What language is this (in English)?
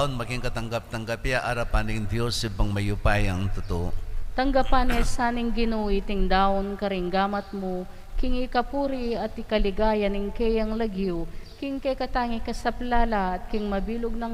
Pampanga